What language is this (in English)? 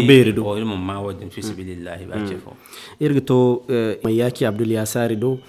Zarma